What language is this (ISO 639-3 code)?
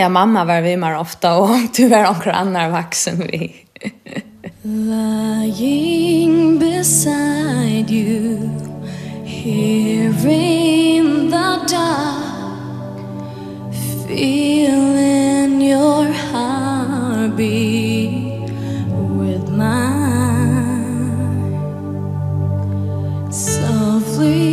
fao